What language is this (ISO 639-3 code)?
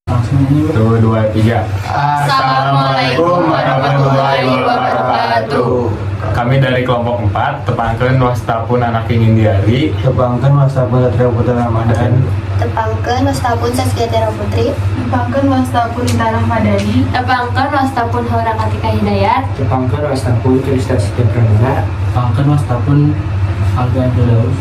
sun